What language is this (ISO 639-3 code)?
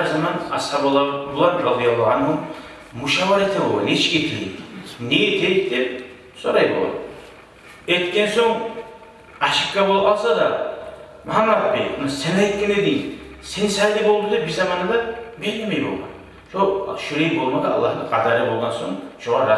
kum